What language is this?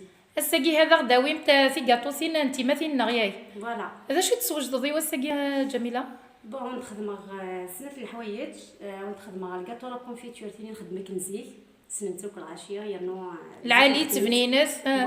Kabyle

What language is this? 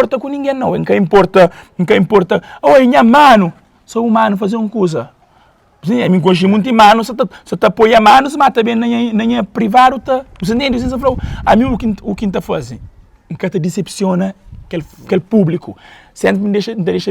Kabuverdianu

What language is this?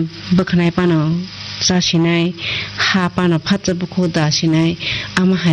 Kok Borok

